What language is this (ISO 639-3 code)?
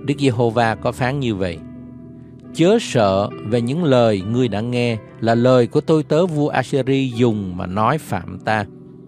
vie